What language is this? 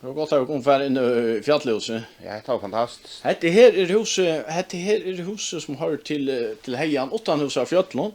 Faroese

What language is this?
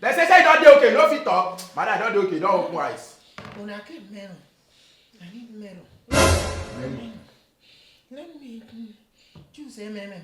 Nigerian Pidgin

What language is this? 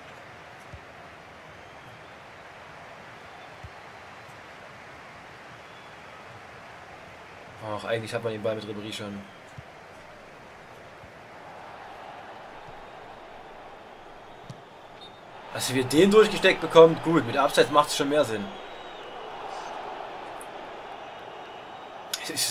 German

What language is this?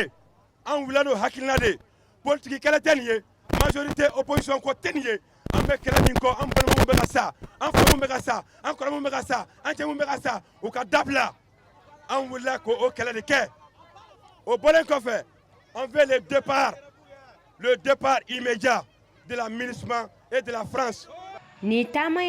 Bambara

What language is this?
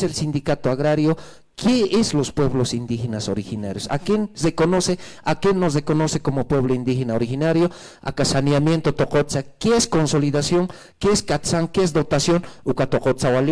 Aymara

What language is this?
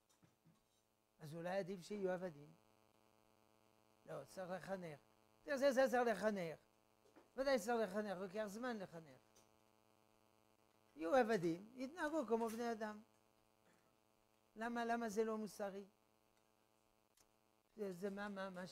Hebrew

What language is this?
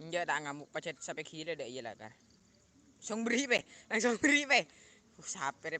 Madurese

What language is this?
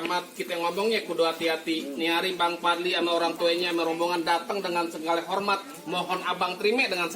Betawi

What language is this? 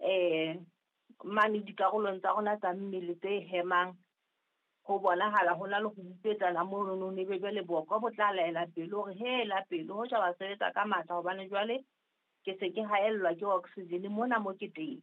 Southern Sotho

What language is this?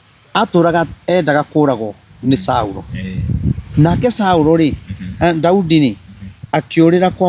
Kikuyu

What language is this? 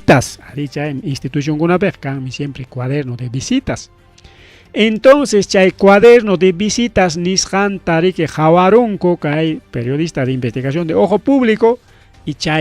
Ayacucho Quechua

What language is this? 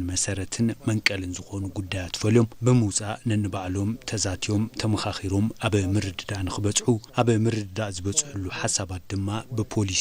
Tigrinya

